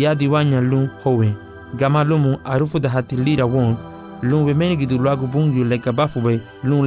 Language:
Garifuna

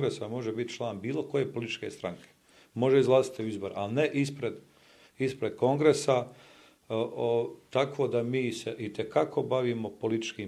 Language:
Bosnian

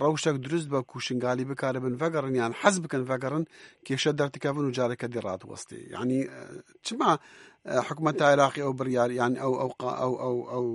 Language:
Kurdish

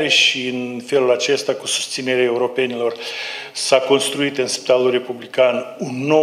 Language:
Romanian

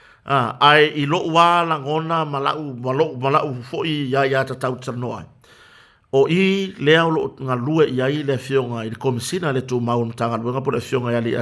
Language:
Samoan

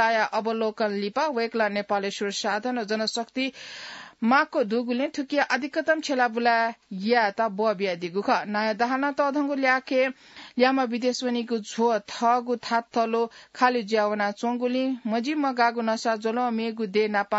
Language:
Newari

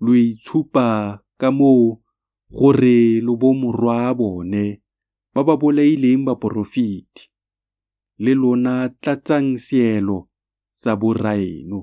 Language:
Tswana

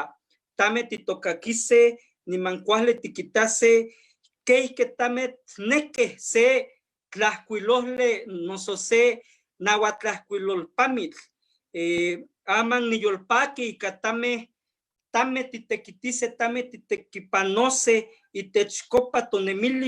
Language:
Eastern Huasteca Nahuatl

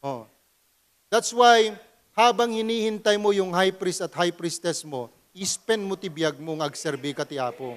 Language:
Iloko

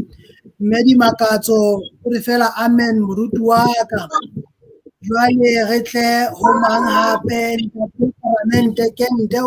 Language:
Southern Sotho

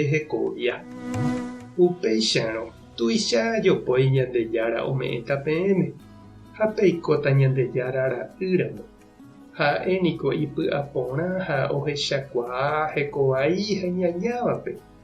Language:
Guarani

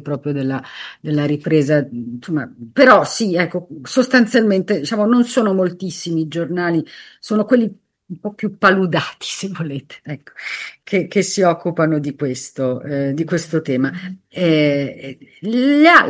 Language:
Italian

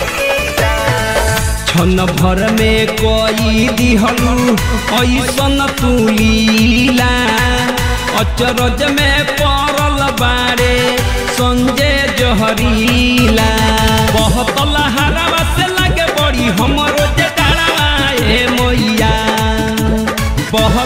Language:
Bhojpuri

